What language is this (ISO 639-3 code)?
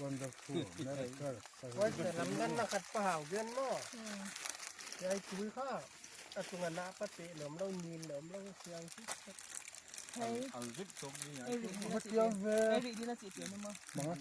pck